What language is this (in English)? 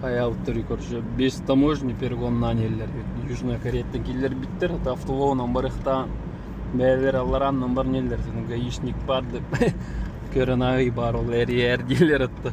Yakut